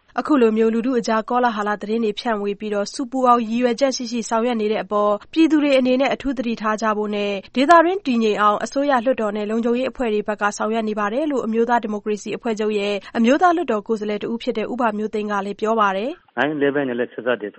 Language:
Burmese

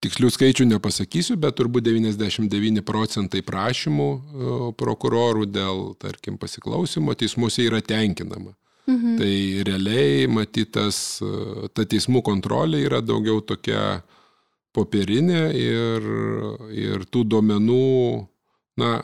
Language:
Lithuanian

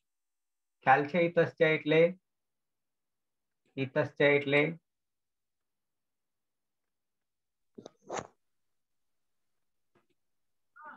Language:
Gujarati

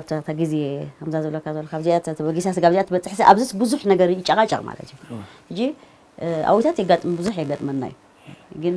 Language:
Tigrinya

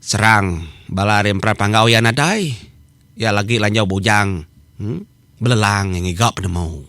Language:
Iban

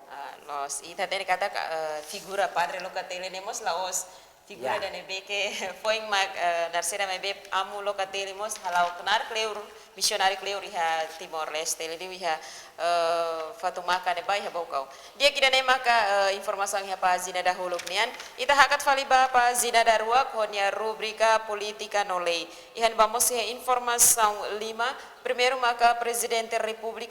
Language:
Tetum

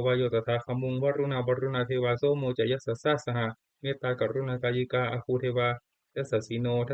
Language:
Pali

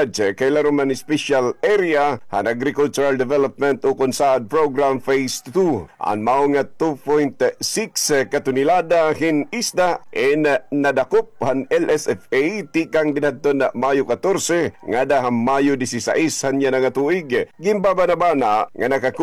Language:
Waray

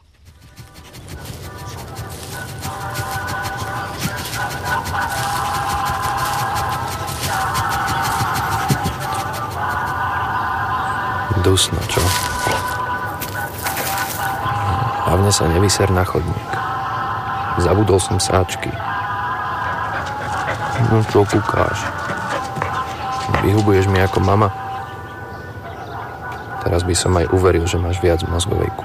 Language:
Slovak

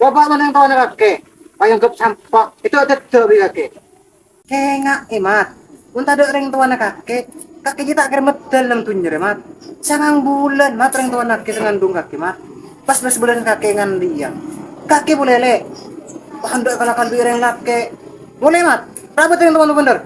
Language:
Madurese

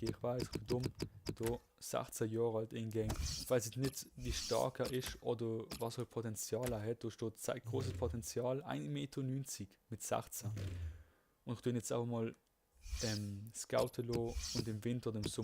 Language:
Swiss German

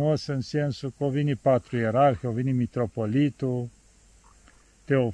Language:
Romanian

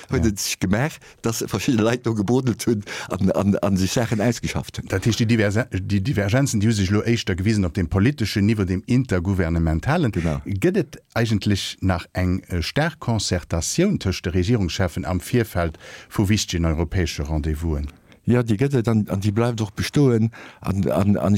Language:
Luxembourgish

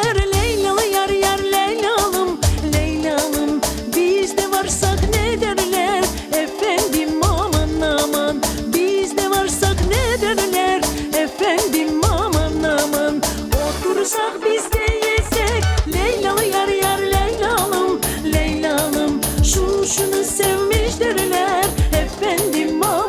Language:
Crimean Tatar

